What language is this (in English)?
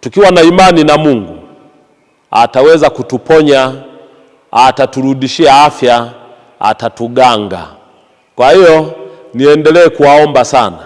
Swahili